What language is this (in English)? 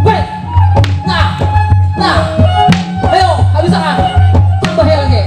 Banjar